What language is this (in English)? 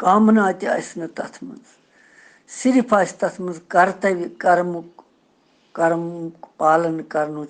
Kashmiri